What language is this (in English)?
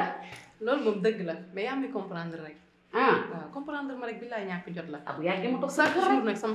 Wolof